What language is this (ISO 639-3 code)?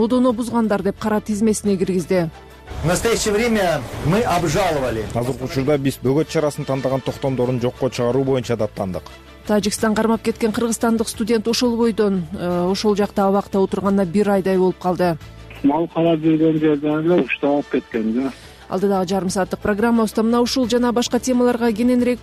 kir